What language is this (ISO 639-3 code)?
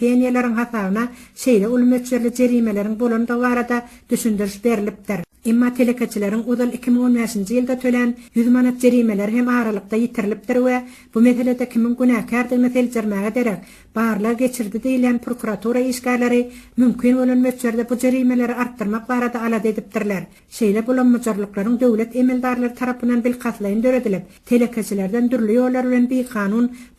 tuk